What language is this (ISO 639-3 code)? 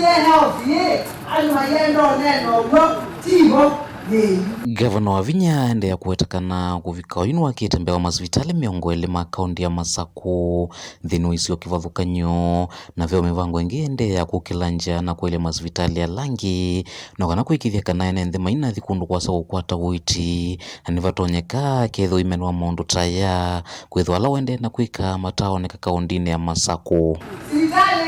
kam